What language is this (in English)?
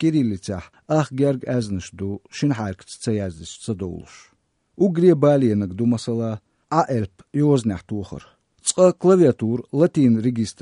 Chechen